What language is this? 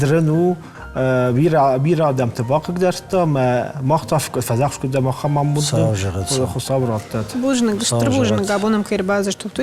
Ossetic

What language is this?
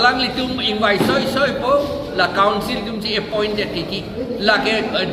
Karbi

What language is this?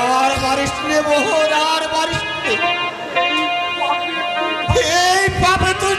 Bangla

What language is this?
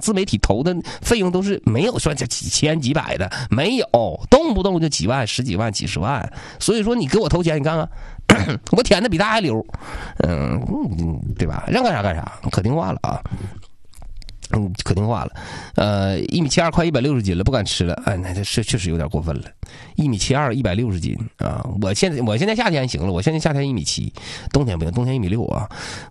Chinese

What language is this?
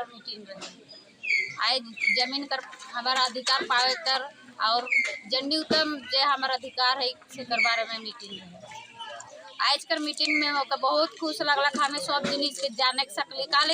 Sadri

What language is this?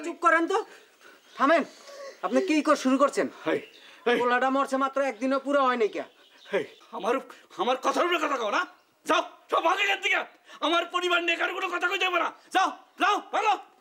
Bangla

